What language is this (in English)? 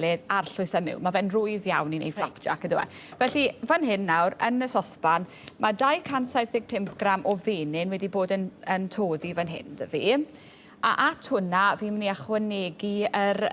Welsh